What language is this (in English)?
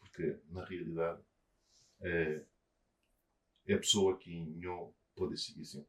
Kabuverdianu